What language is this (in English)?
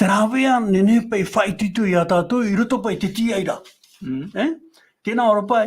Tahitian